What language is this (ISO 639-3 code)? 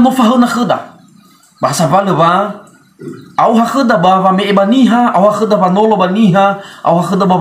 nia